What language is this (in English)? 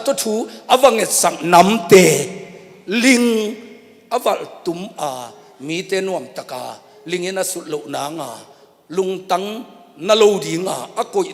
Tedim Chin